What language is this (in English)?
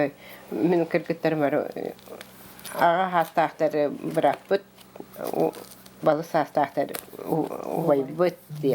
Yakut